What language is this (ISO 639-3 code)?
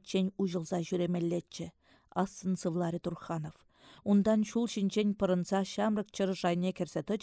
chv